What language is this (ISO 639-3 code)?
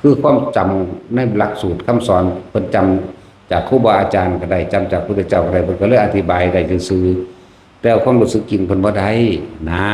lao